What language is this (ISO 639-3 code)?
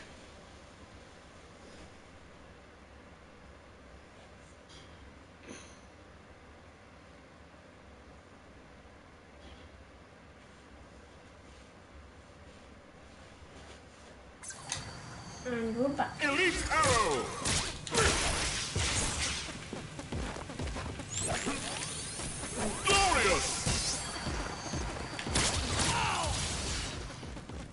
eng